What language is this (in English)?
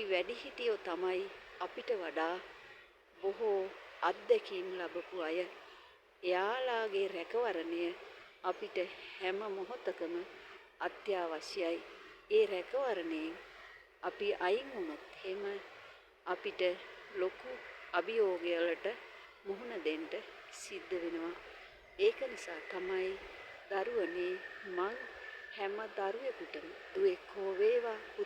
Sinhala